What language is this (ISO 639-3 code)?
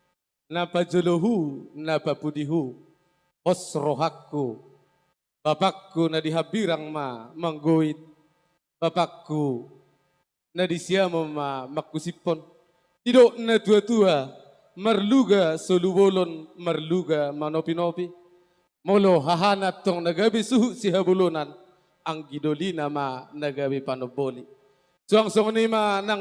bbc